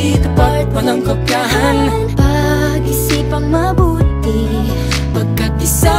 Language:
Filipino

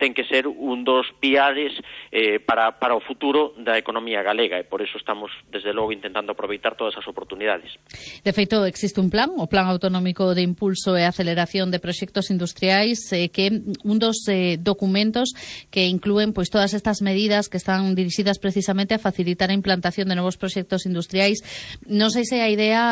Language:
Galician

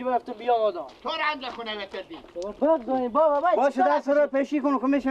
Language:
Persian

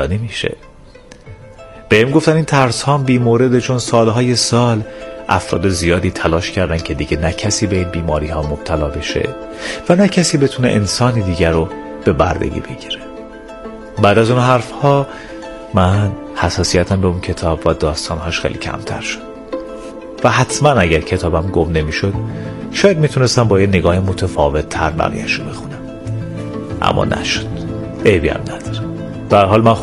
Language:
Persian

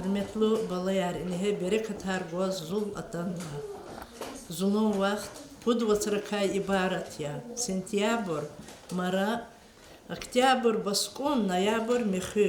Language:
Lezghian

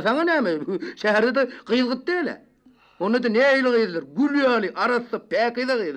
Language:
Turkmen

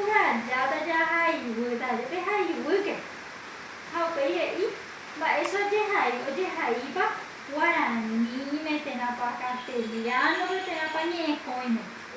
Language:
Guarani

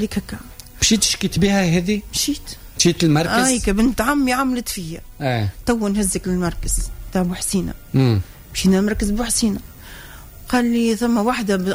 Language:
Tunisian Arabic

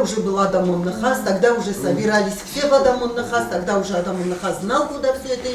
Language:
Ossetic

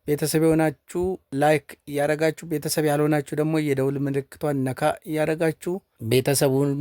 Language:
Amharic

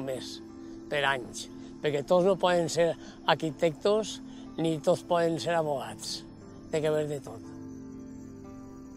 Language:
Catalan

